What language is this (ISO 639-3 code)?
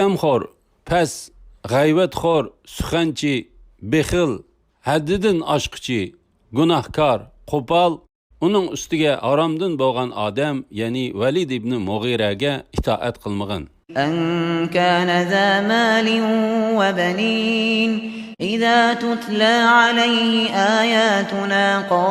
uig